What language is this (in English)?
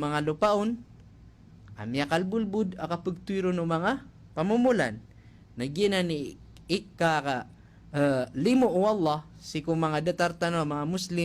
Maranao